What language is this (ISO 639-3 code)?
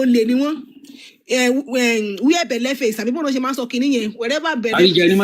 yor